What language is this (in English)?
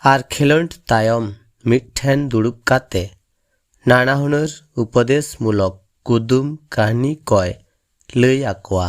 Santali